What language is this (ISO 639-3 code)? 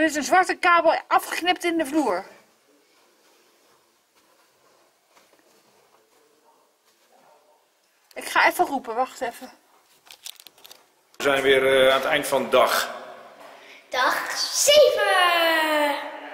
nld